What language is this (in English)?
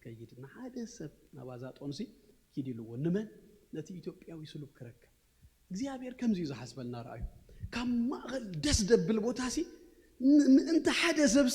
Tigrinya